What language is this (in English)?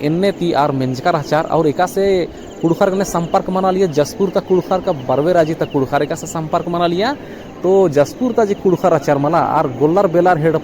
Kurukh